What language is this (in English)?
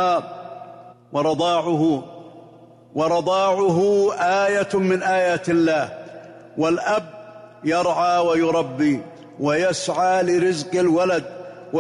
Arabic